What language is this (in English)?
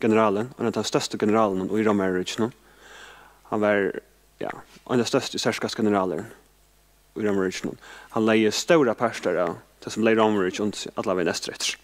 Faroese